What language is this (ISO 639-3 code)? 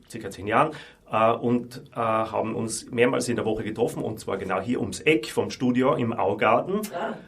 bar